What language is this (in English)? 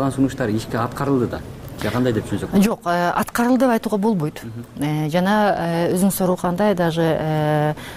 Kyrgyz